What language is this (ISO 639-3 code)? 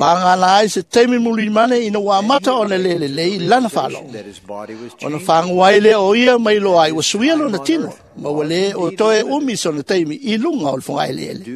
smo